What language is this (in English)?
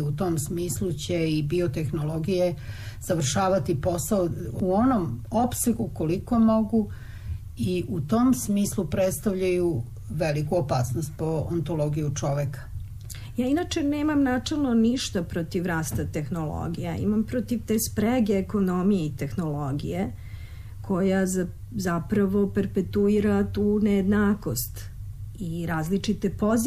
Serbian